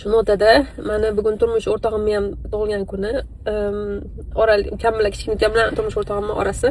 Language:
Uzbek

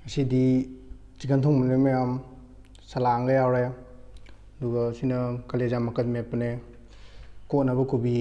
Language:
Manipuri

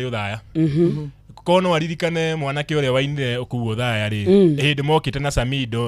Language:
Kikuyu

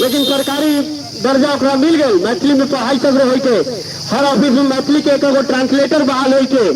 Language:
Magahi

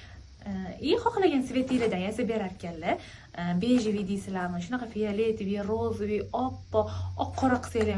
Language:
Uzbek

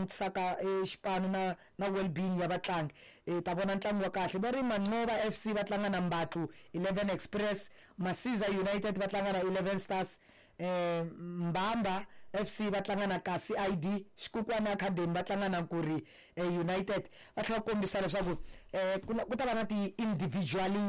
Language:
Tsonga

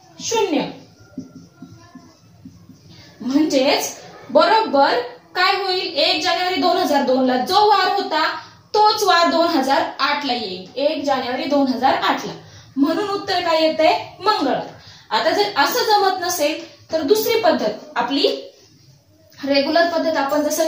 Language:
Marathi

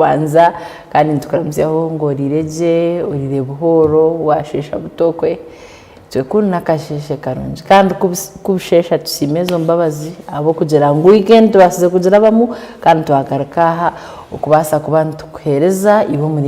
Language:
Nyankole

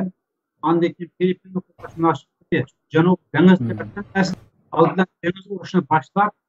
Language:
Uyghur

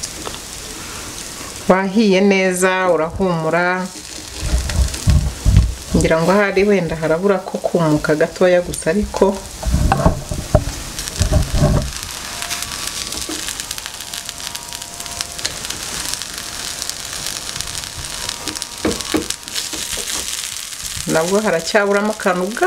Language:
Kinyarwanda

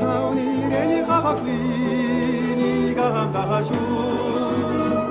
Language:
Chuvash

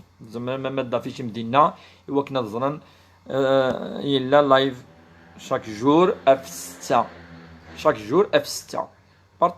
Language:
Kabyle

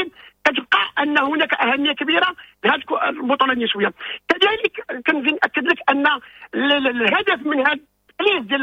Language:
Moroccan Arabic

